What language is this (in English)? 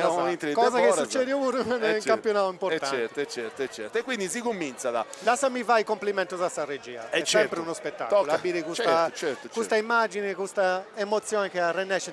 Sardinian